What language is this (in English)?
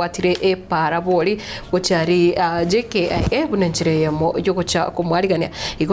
Gusii